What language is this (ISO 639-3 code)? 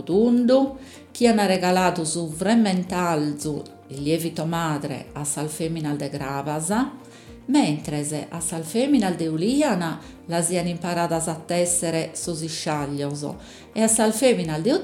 srd